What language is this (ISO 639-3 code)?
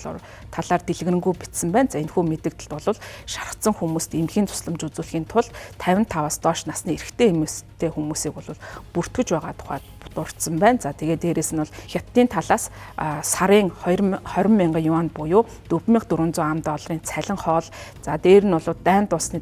mon